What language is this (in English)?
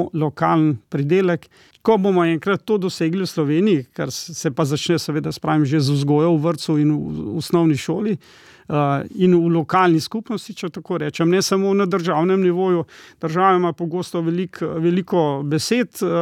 Slovenian